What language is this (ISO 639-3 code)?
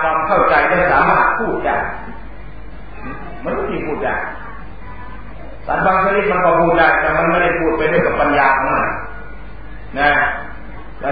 tha